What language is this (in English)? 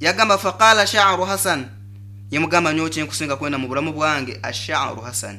Nyoro